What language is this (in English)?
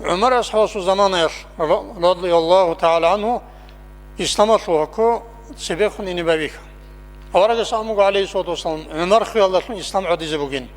Avaric